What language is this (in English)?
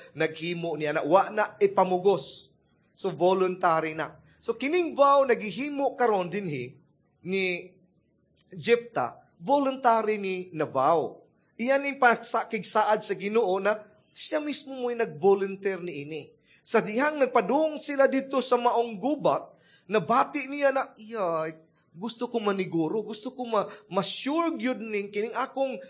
Cebuano